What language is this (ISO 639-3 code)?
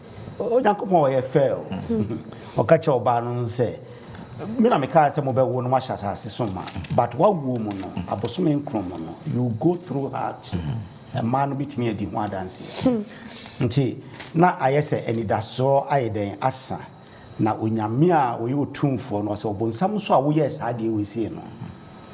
aka